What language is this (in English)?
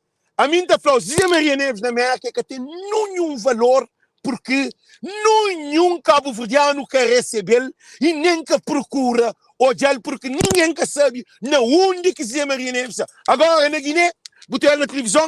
Kabuverdianu